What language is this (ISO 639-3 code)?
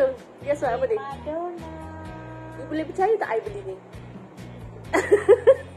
msa